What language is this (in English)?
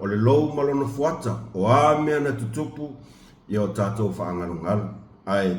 Samoan